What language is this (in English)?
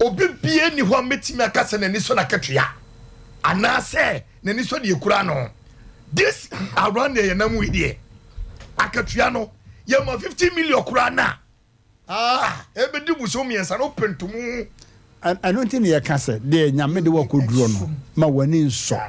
Akan